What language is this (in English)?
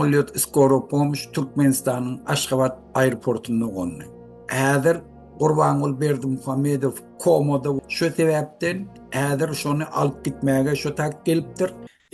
Turkmen